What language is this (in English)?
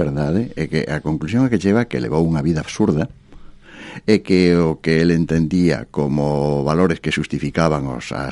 Galician